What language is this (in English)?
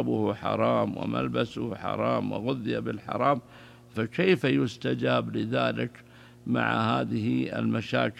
Arabic